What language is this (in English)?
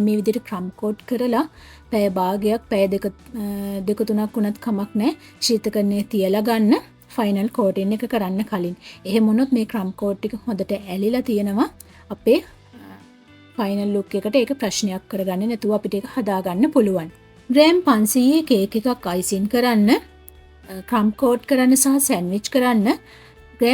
Sinhala